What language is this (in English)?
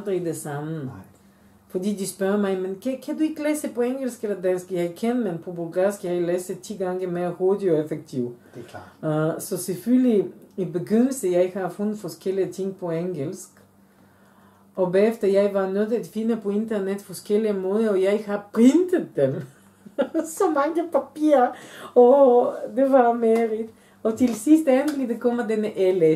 Danish